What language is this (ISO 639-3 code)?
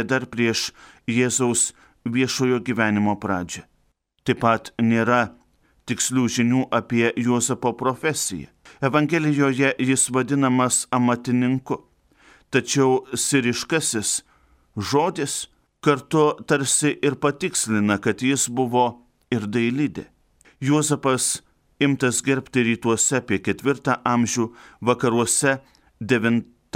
lit